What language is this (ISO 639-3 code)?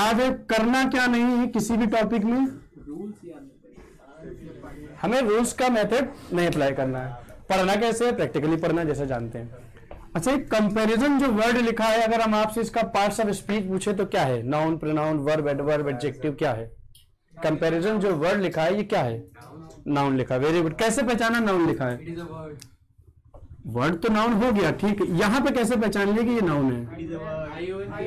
hin